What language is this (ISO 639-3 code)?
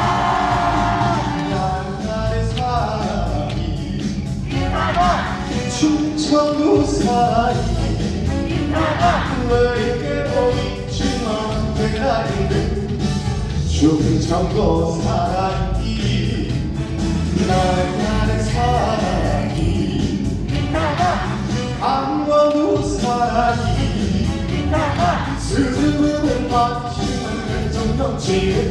kor